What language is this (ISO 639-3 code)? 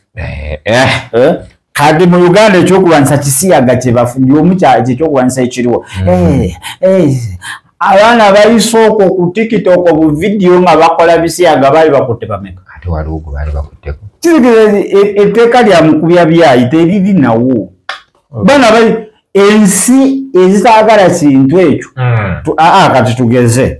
lug